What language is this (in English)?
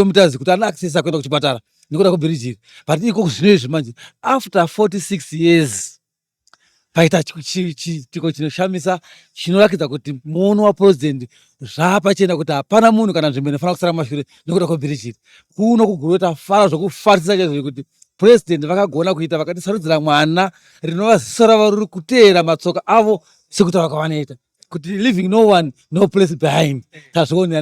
Shona